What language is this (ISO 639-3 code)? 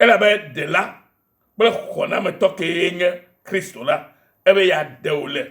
ewe